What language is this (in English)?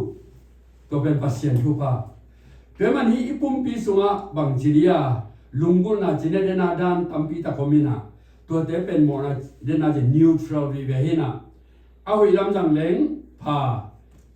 Tedim Chin